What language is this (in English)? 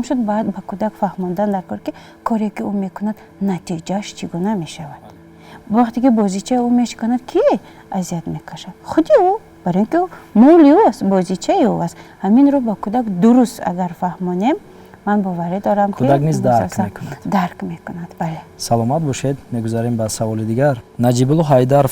Tajik